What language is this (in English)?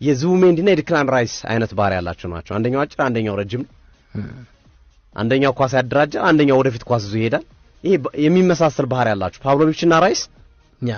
Amharic